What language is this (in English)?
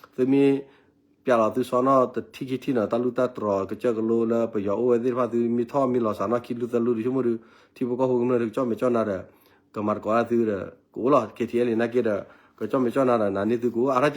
S'gaw Karen